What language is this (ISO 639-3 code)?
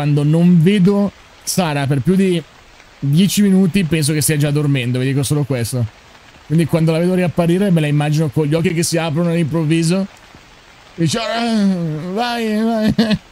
ita